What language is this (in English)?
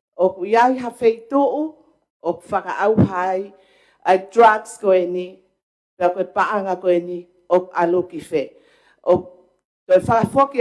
Tongan